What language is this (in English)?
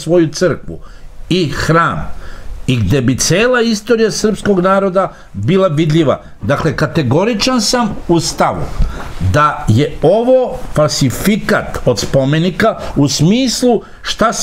Serbian